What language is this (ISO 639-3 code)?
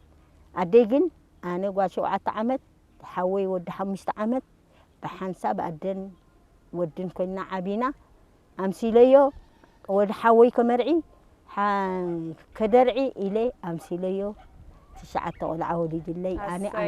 tir